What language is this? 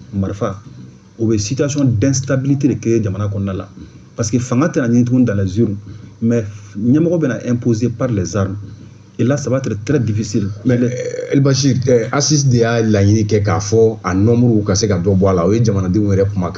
Bambara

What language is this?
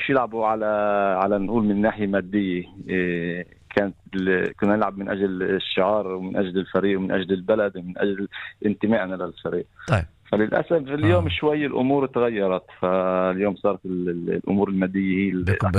North Levantine Arabic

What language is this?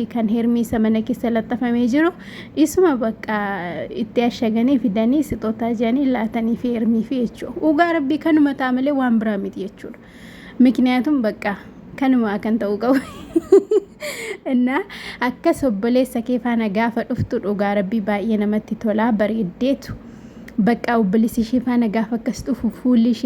Oromo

